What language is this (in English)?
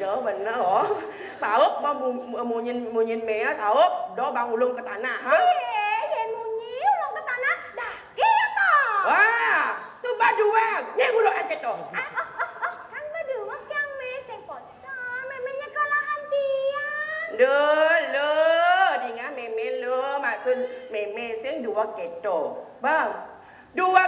Balinese